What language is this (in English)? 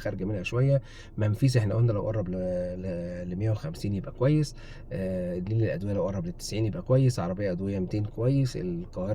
Egyptian Arabic